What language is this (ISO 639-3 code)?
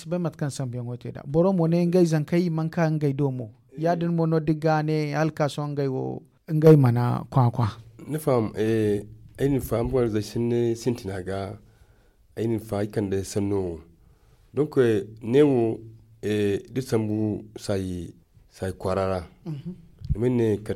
dje